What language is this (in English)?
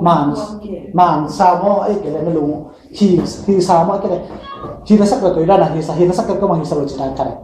Tedim Chin